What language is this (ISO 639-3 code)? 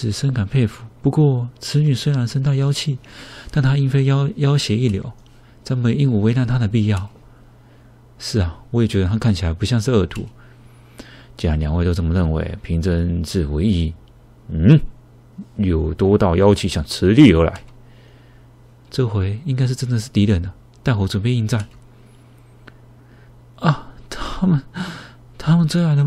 zho